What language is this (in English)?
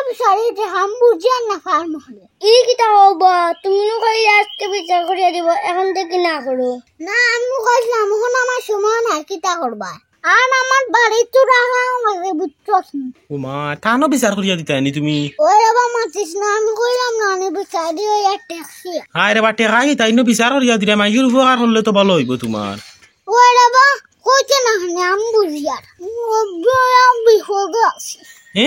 Sylheti